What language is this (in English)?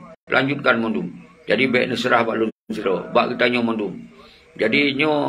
Achinese